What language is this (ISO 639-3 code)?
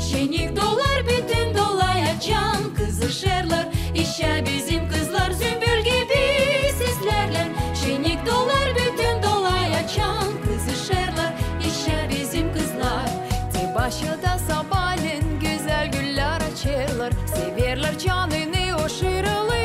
gag